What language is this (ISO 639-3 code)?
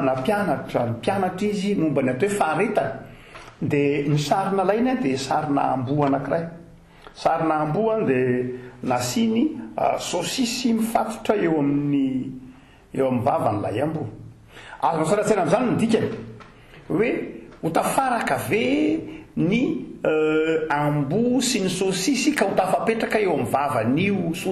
mlg